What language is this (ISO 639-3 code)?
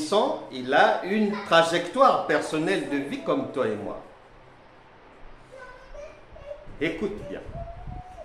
fra